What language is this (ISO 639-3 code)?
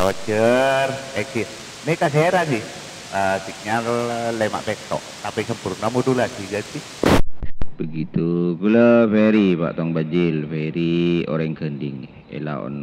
mad